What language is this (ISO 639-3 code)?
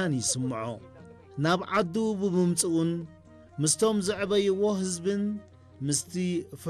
tir